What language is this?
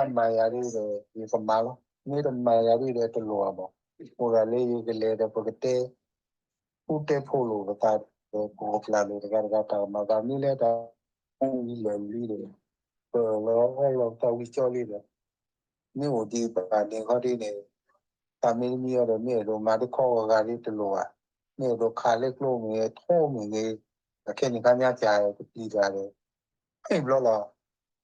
S'gaw Karen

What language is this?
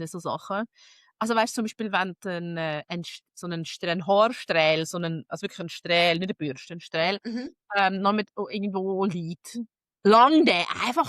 Swiss German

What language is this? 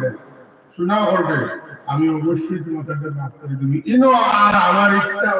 Sylheti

